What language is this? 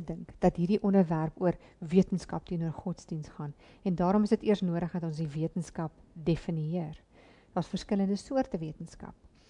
Afrikaans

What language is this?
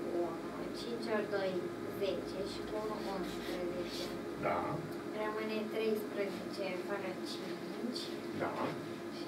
Romanian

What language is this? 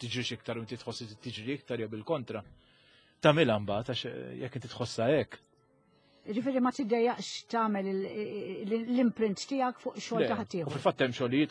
Maltese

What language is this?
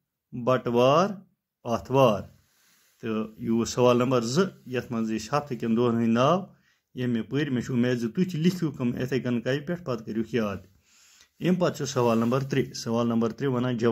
Kashmiri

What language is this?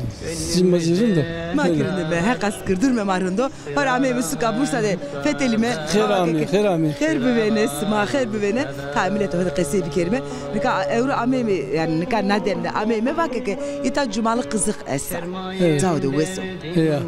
Zaza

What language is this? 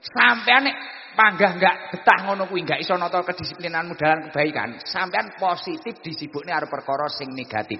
Javanese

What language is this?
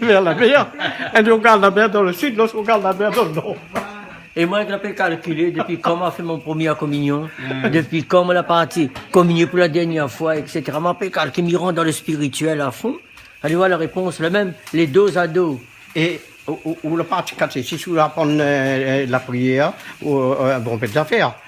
Réunion Creole French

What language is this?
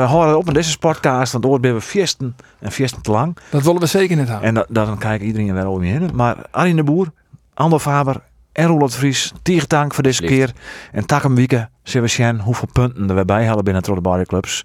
Western Frisian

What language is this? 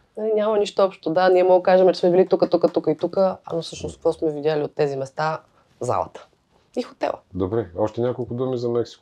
Bulgarian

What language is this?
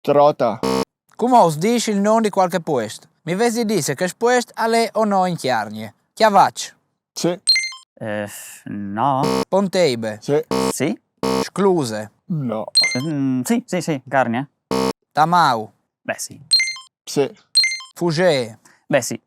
Friulian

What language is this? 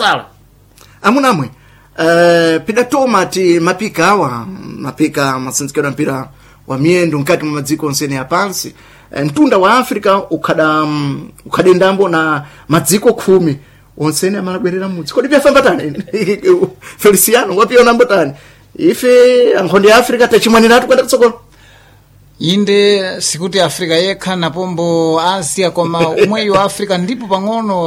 Sena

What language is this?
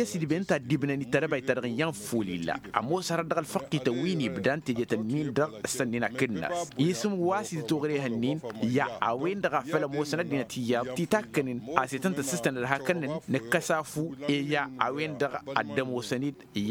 Tamasheq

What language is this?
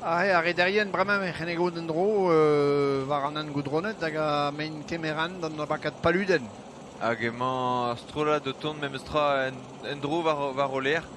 Breton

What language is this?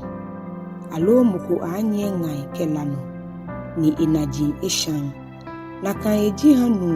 Ga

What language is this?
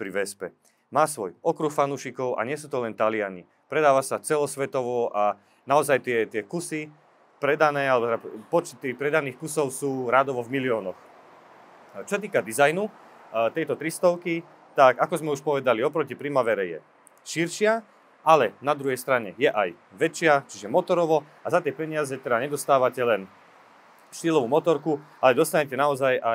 Slovak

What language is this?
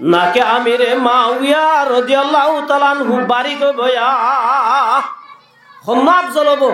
Rohingya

